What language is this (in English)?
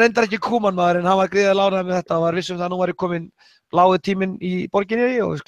Icelandic